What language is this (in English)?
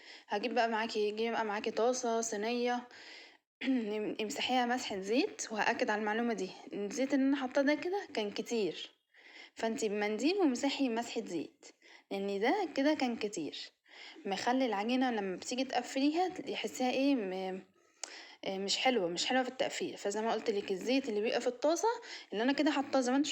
Egyptian Arabic